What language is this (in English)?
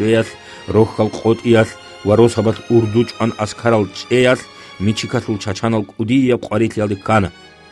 Avaric